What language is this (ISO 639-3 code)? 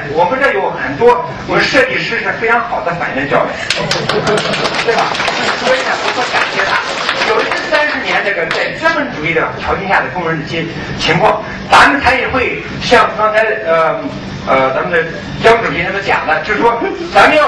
zho